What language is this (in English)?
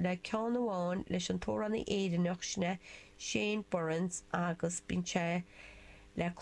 Irish